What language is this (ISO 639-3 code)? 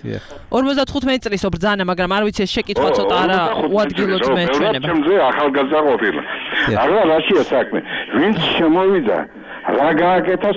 kat